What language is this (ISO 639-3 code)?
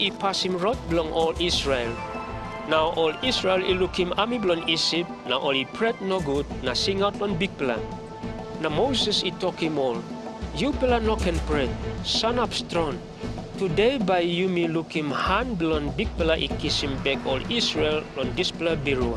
tpi